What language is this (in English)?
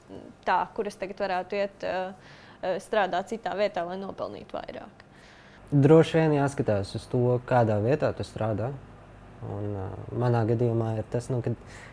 Latvian